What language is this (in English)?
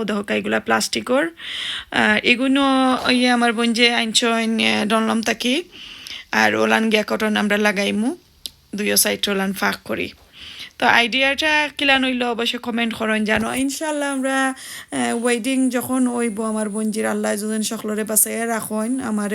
Sylheti